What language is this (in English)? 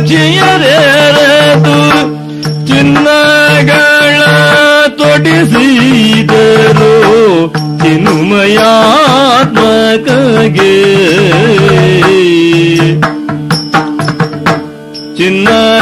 Kannada